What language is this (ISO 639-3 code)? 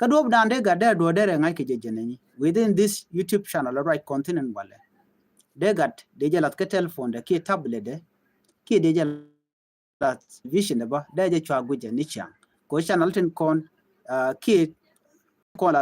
nus